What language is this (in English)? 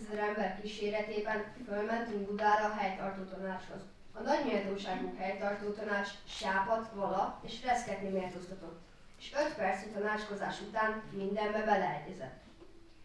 Hungarian